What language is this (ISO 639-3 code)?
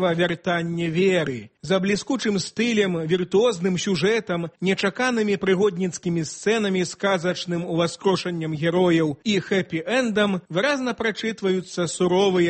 bel